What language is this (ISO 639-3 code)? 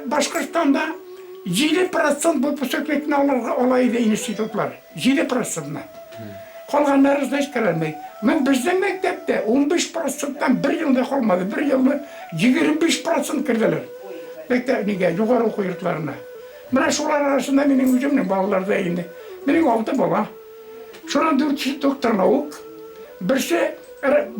bak